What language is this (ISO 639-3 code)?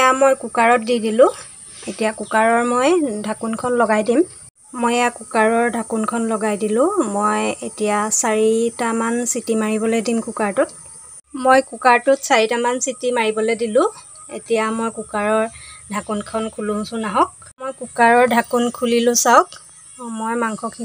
asm